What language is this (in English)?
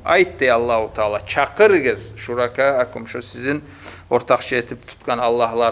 Kumyk